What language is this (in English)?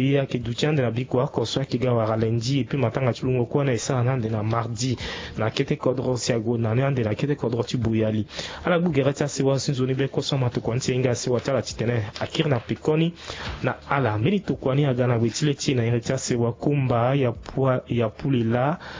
Sango